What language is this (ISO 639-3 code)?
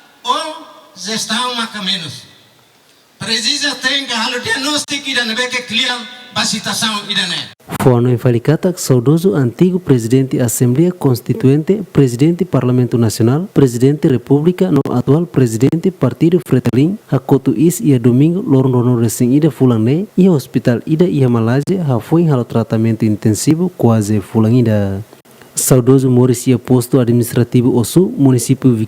tet